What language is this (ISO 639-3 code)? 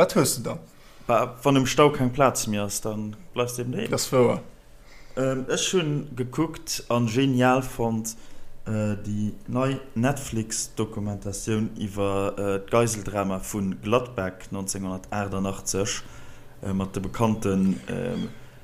ltz